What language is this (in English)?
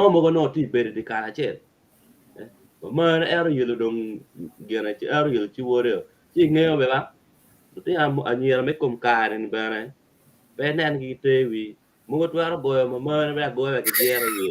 Acoli